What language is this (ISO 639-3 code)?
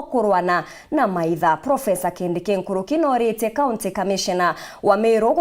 mer